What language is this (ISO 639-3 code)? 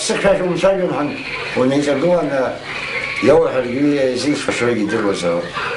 abk